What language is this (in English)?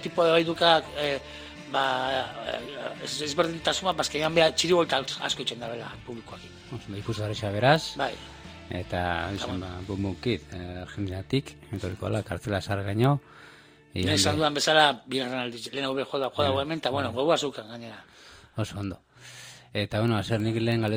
Basque